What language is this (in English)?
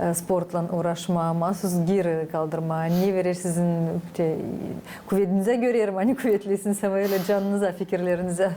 Gagauz